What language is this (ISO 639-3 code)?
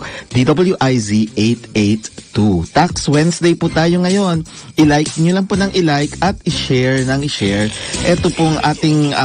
fil